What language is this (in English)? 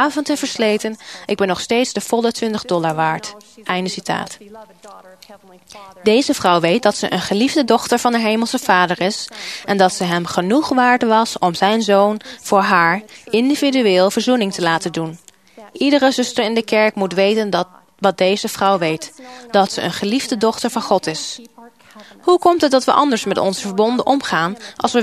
Dutch